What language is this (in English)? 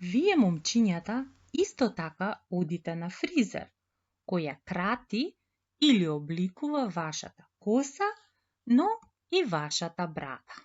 Macedonian